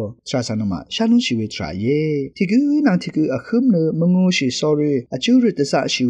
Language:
Rawang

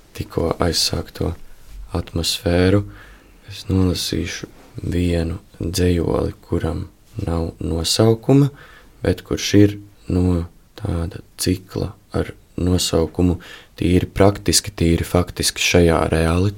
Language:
Latvian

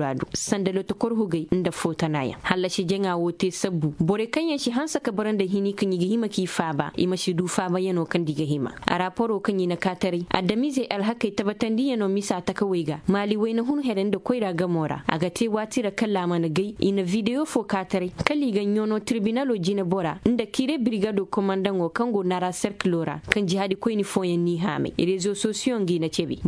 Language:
Koyraboro Senni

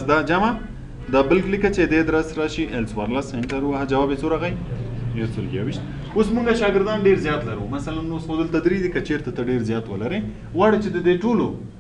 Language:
Pashto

